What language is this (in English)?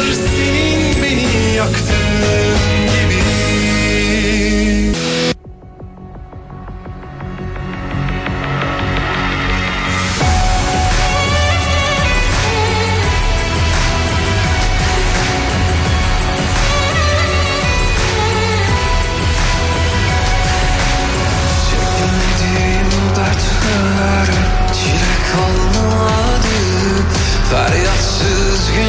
Turkish